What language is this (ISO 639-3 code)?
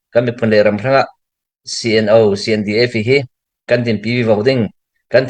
cfm